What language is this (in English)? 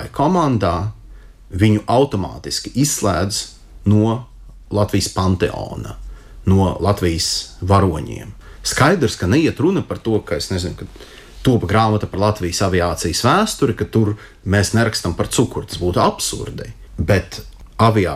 Latvian